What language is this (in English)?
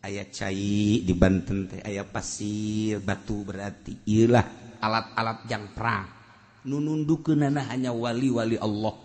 Sundanese